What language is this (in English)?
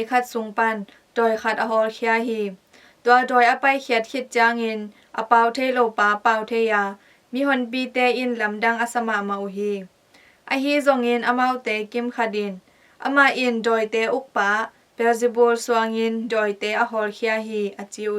Tedim Chin